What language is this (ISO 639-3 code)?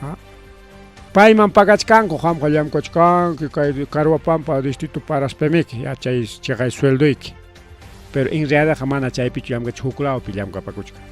quy